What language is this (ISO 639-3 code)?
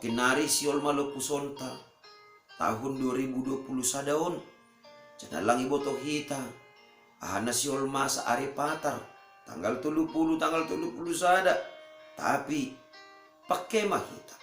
bts